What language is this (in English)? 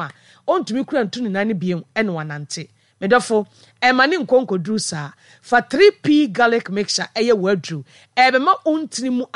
Akan